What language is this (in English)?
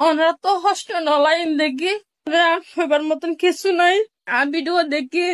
Rohingya